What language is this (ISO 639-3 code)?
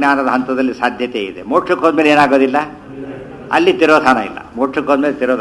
kan